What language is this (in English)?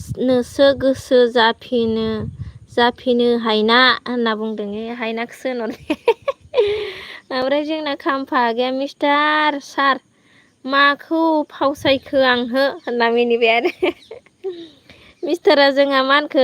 Bodo